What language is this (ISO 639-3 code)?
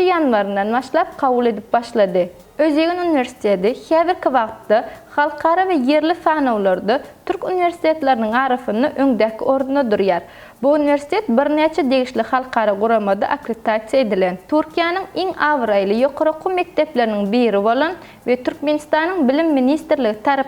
tuk